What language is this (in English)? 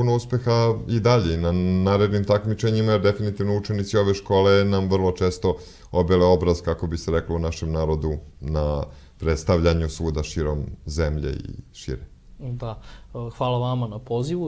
Serbian